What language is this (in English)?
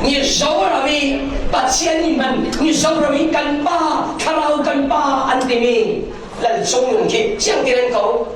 Falam Chin